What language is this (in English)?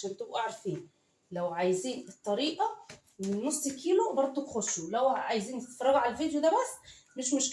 Egyptian Arabic